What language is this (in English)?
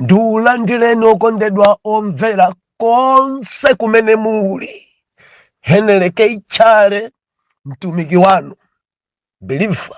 Nyanja